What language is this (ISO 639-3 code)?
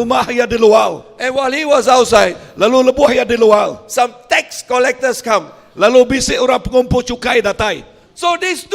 iba